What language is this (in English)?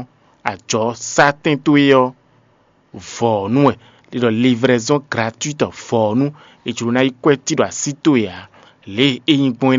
Fon